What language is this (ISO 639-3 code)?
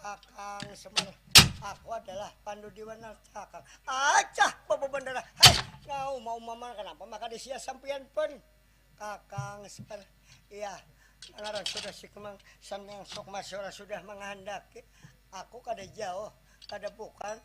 bjn